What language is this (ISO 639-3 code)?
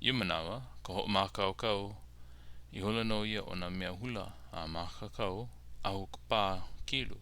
haw